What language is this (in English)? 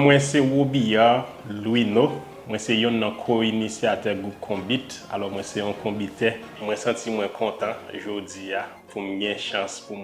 Haitian Creole